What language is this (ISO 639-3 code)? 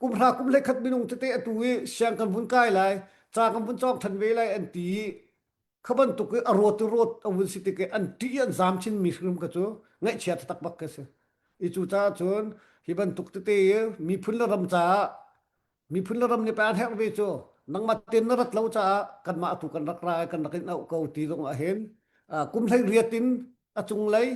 cnh